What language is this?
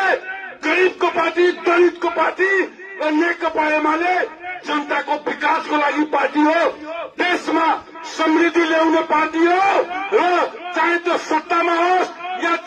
Nepali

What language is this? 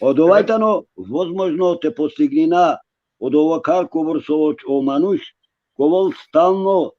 Balkan Romani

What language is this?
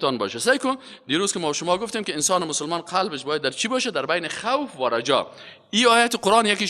Persian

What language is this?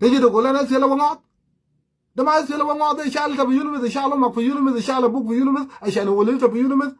Sudanese Creole Arabic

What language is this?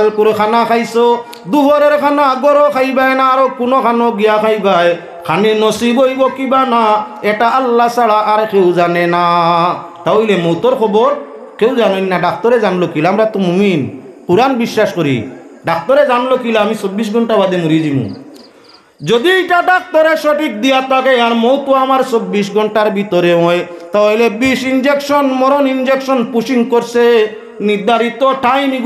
Sylheti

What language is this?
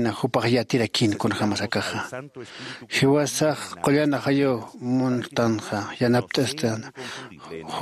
Aymara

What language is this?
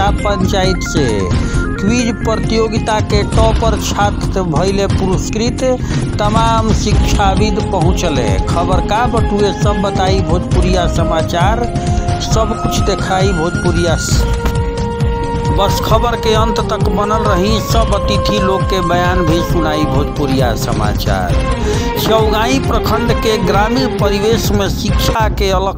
Bhojpuri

